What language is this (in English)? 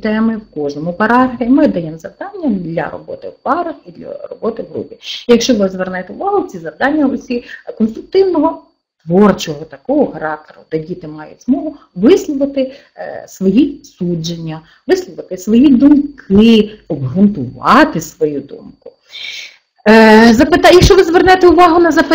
Ukrainian